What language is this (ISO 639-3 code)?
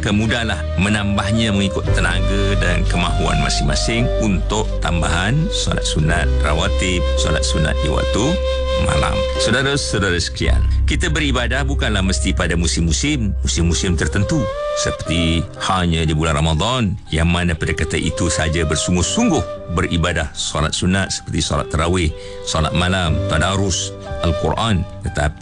msa